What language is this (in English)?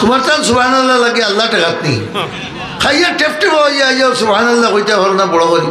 Sylheti